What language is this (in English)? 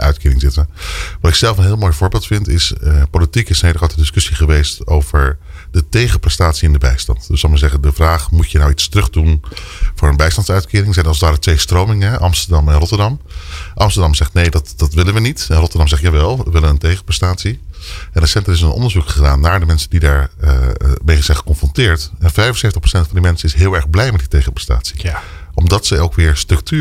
Dutch